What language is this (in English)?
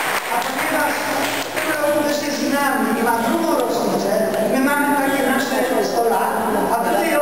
Polish